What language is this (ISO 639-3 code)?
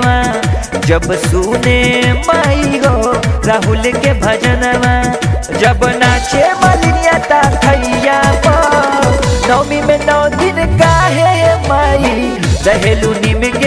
bho